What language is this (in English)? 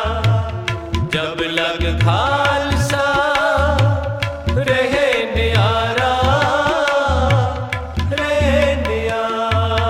Punjabi